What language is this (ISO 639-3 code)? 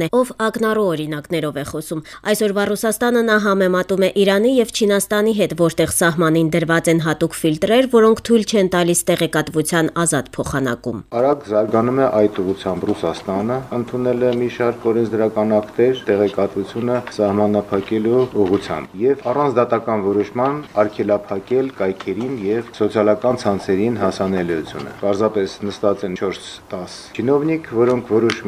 hye